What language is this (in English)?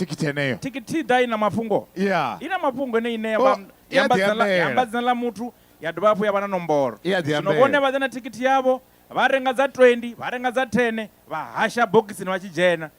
Venda